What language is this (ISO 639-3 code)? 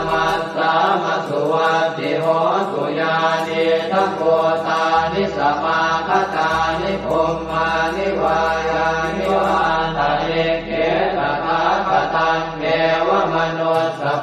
pli